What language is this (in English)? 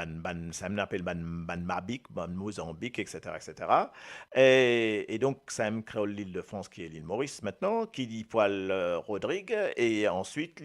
Morisyen